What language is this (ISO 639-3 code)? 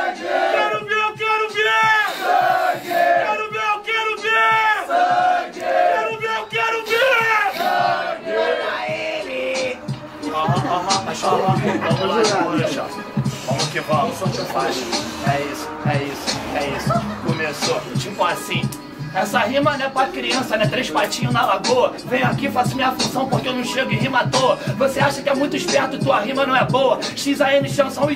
por